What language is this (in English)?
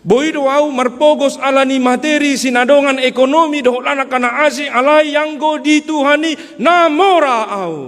Batak Toba